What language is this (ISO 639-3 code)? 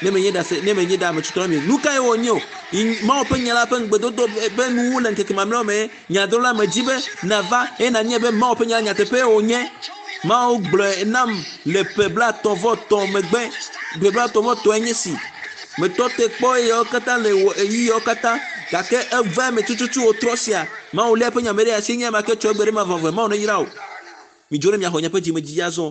ewe